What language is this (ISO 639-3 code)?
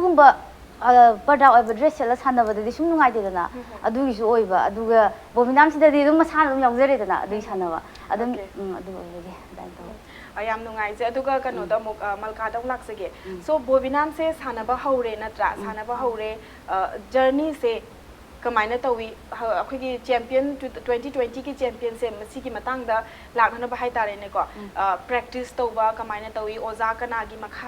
mni